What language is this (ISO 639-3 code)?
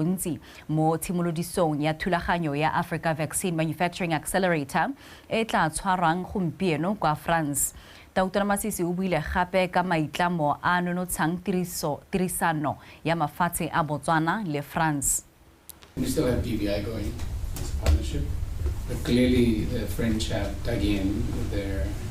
tsn